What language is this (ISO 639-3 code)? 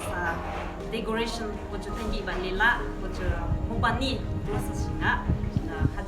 yim